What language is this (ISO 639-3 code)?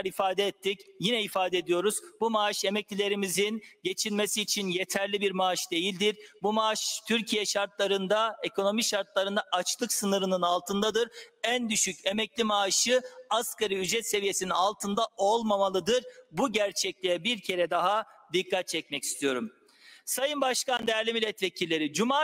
tur